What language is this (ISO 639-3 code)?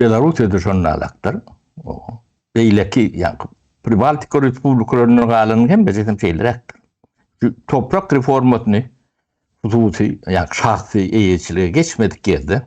tuk